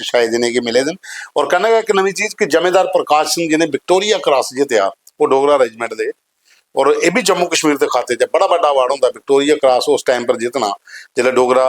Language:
Dogri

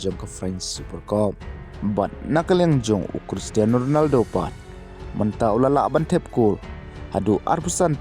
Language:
Khasi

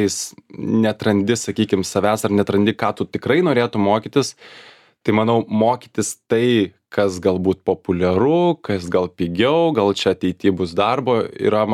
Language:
Lithuanian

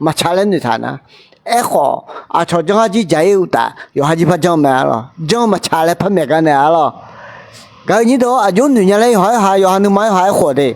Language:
Akha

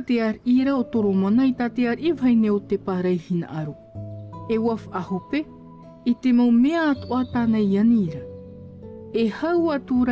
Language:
Tahitian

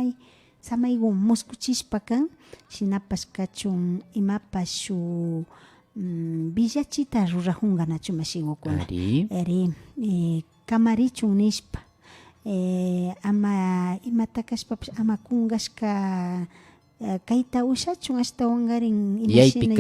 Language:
Imbabura Highland Quichua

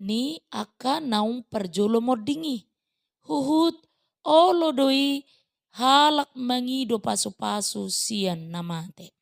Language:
Batak Toba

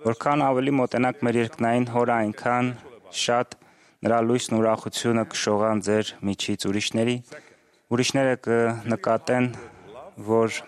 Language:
Armenian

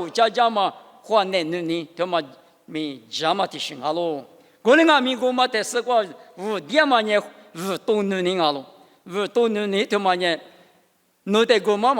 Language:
Lisu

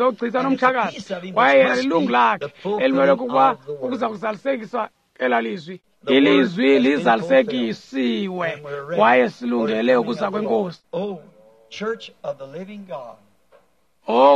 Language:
Xhosa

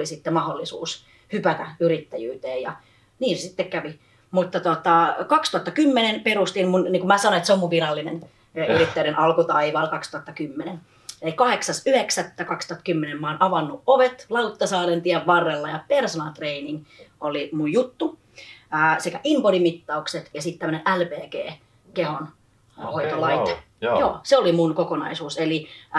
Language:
Finnish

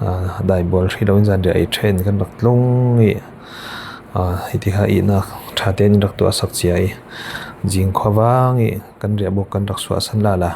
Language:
Falam Chin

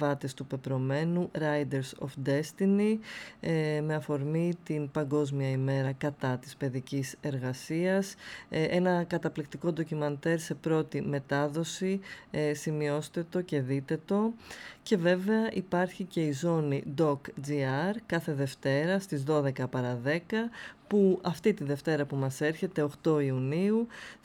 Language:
Greek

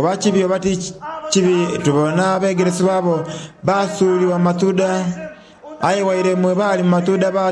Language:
Soga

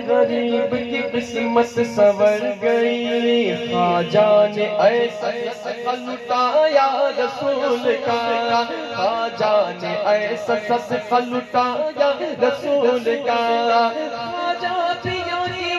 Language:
Urdu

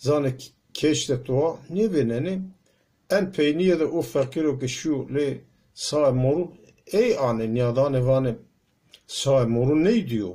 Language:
Zaza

